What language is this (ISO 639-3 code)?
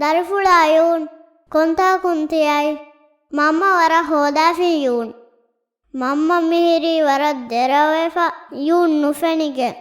div